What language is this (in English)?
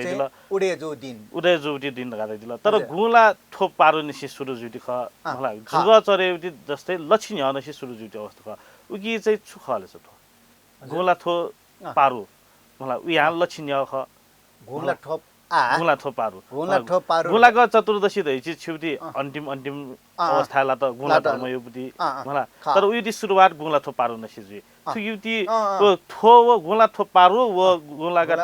Newari